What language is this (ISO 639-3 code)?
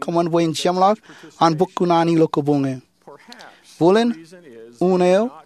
mah